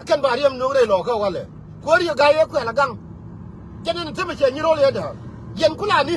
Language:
Nuer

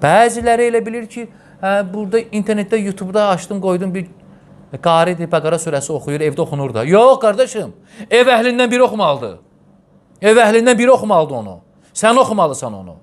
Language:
Azerbaijani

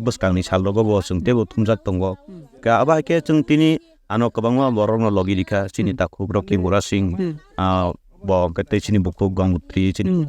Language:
Kok Borok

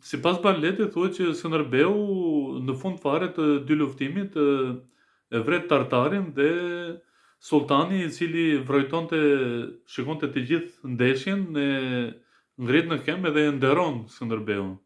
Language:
Albanian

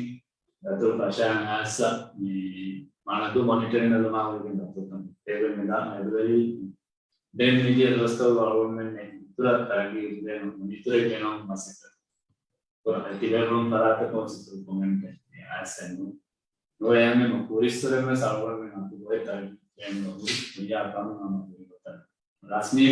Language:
Divehi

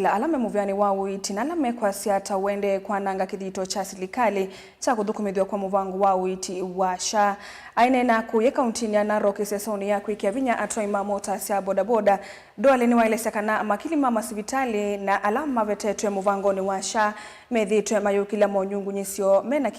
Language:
Kamba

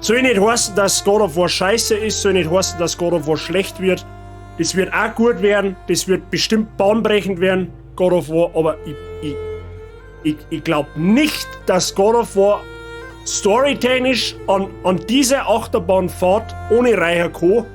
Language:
Bavarian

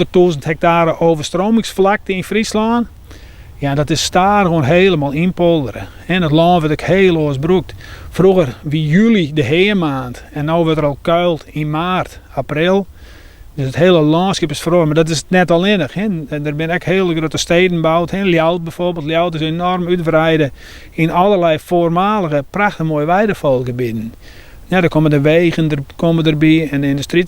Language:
Western Frisian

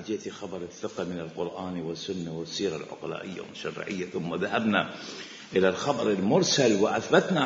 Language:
Mesopotamian Arabic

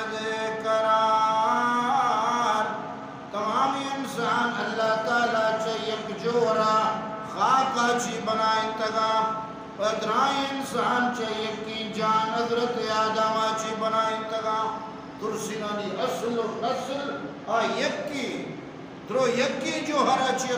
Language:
Baluchi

